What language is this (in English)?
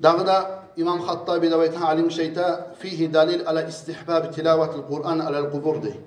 Kumyk